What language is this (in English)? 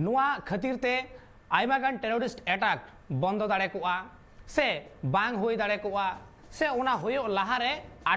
Santali